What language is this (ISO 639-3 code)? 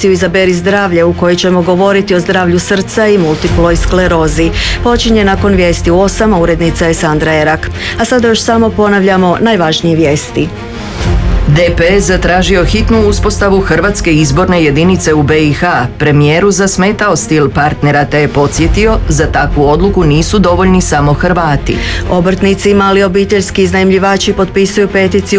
hrv